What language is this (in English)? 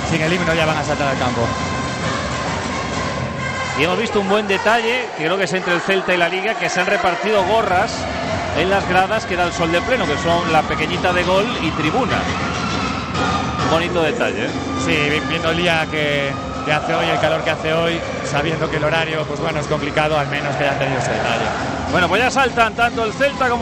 Spanish